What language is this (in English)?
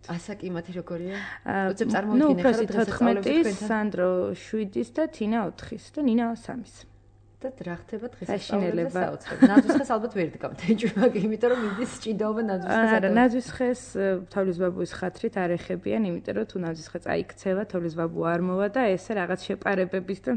Georgian